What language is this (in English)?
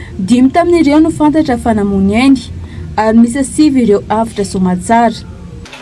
Malagasy